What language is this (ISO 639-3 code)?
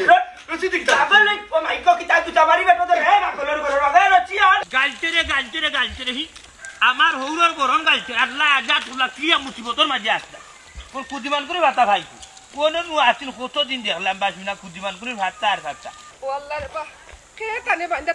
syl